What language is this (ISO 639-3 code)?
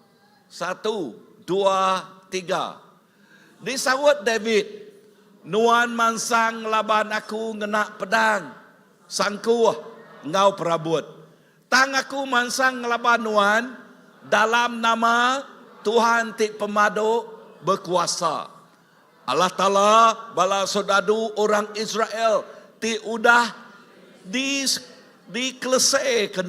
iba